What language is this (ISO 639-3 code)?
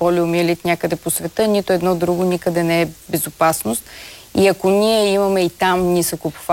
bul